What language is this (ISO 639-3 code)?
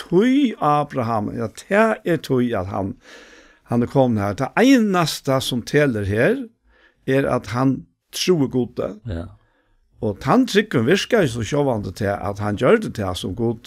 fao